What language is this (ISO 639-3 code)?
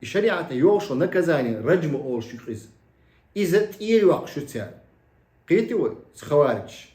che